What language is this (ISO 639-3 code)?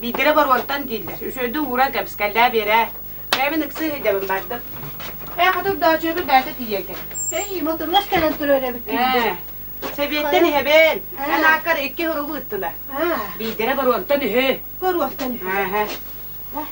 sah